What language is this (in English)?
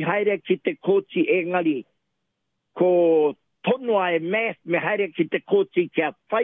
Māori